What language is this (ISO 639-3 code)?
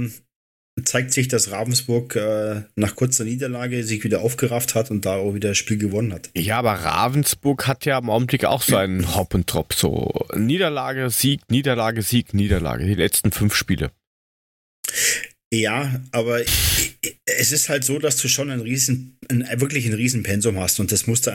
deu